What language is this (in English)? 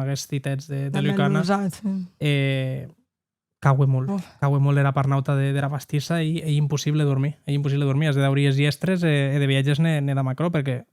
Occitan